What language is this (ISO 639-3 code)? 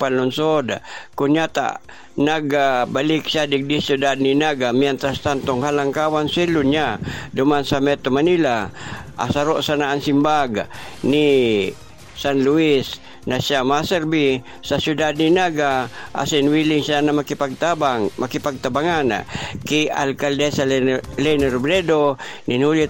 bik